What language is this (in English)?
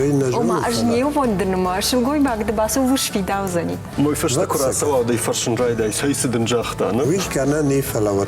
Ossetic